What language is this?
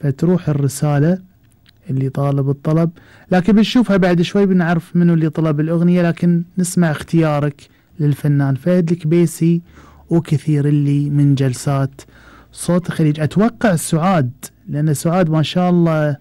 Gulf Arabic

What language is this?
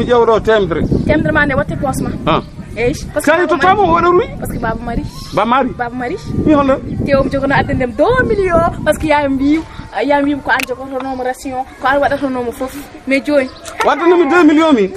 Fula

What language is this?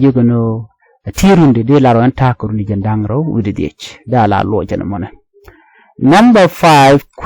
Nuer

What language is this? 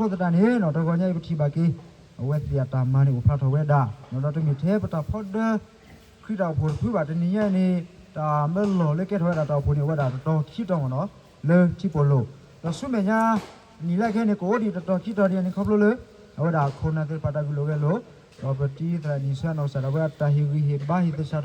S'gaw Karen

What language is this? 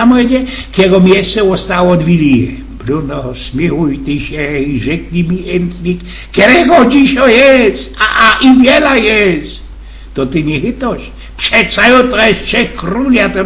Silesian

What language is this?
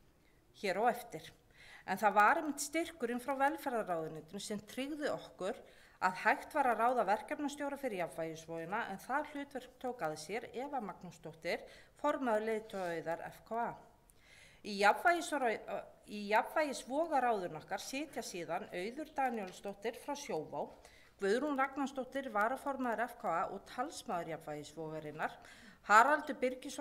Icelandic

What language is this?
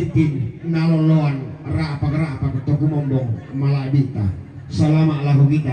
Toraja-Sa'dan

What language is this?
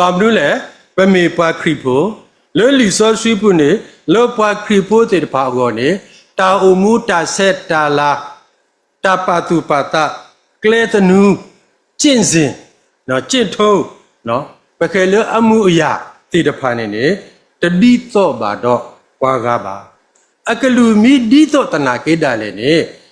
S'gaw Karen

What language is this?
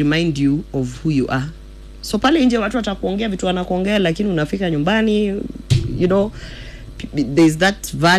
Swahili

